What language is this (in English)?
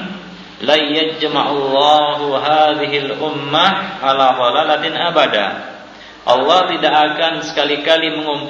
Indonesian